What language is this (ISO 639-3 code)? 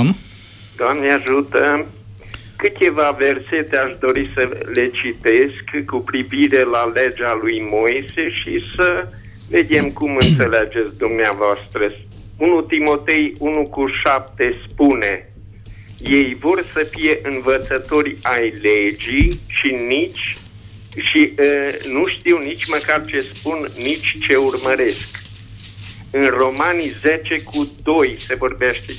ron